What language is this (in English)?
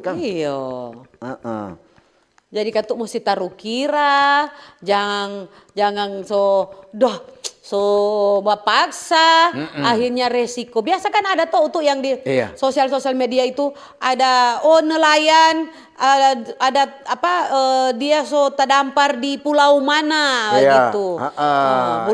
Manado Malay